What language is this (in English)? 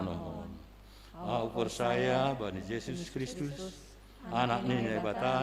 Batak Simalungun